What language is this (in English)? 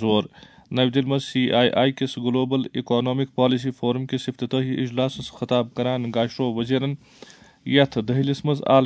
Kashmiri